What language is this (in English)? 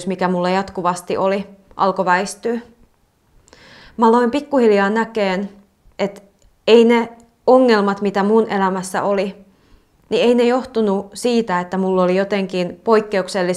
Finnish